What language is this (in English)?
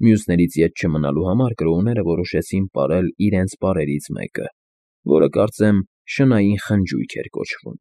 Armenian